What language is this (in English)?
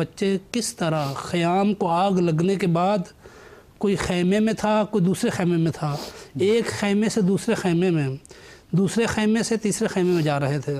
Urdu